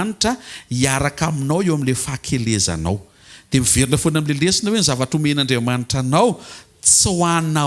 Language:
Malagasy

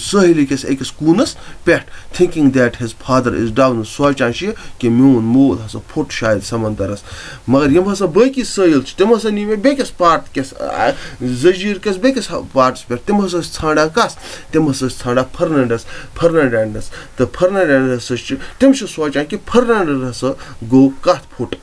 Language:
Kashmiri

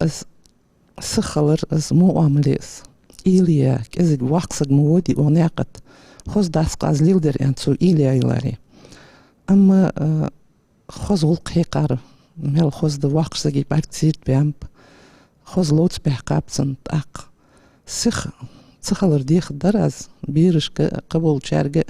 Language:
Ingush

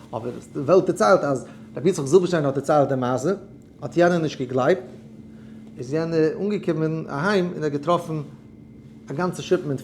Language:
Yiddish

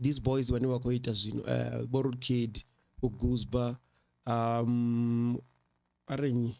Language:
Venda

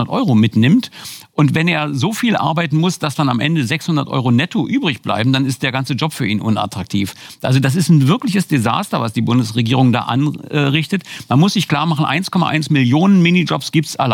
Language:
German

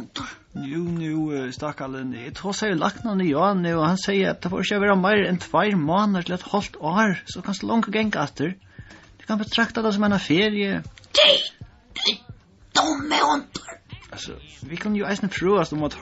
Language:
Faroese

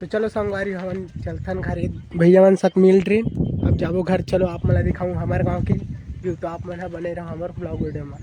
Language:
Chhattisgarhi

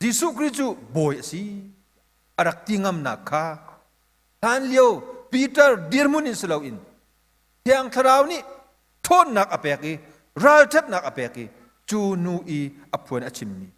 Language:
Hakha Chin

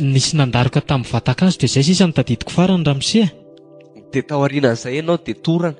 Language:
Malagasy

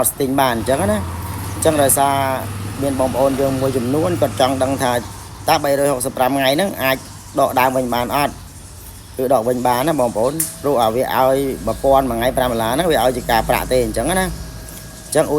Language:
Khmer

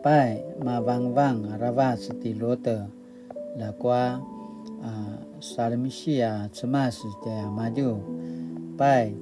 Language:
Paiwan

